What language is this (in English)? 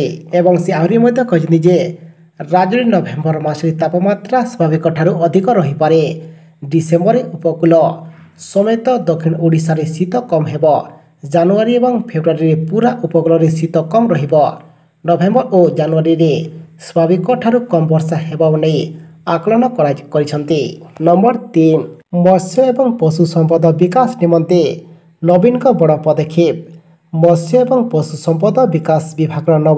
Odia